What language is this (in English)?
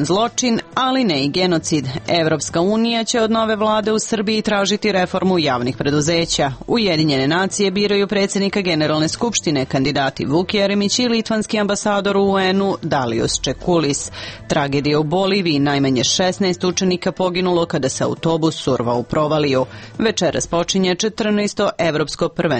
Serbian